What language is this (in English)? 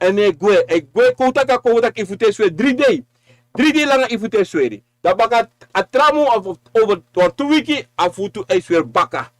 Sranan Tongo